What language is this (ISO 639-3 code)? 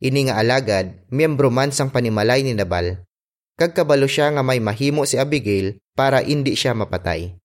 hil